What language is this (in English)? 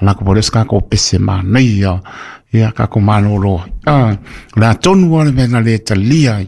Samoan